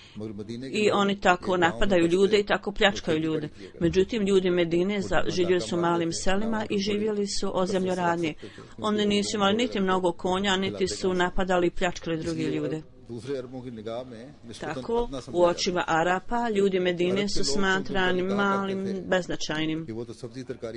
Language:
Bosnian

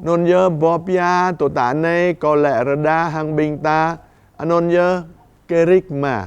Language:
Jarai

